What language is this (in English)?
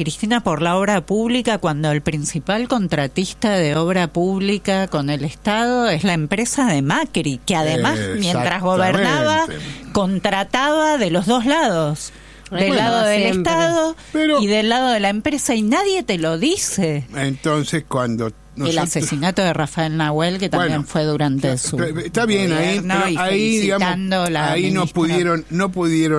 Spanish